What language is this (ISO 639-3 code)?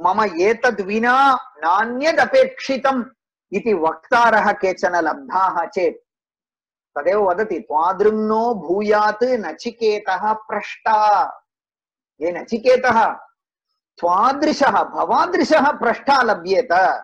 san